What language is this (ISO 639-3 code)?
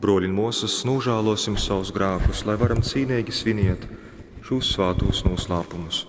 ltg